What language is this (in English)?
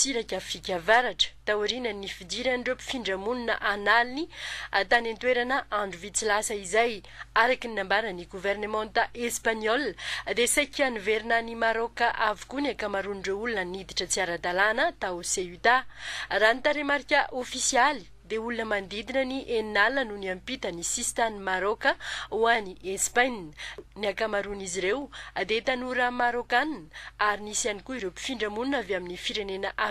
Malagasy